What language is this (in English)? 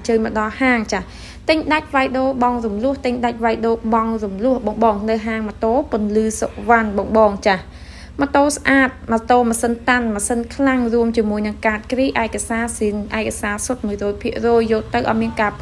Khmer